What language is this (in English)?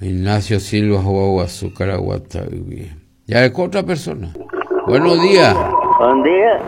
Guarani